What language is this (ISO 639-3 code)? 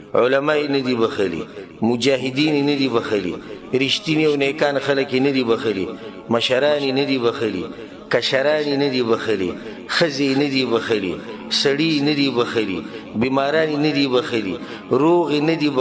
pus